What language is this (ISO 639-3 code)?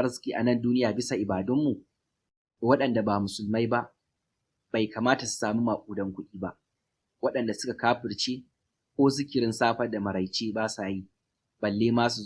hau